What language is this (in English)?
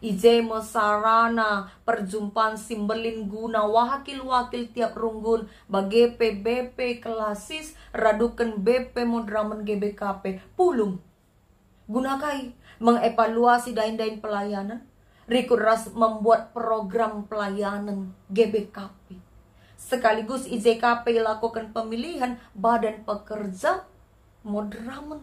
Batak Karo